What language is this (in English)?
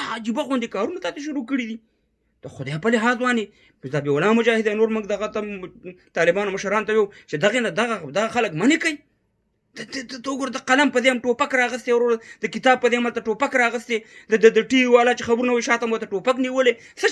Pashto